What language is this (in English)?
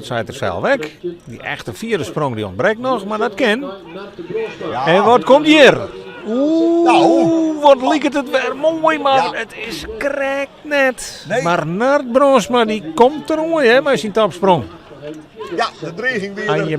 Western Frisian